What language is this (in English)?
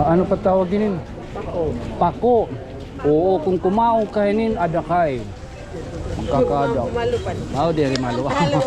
Waray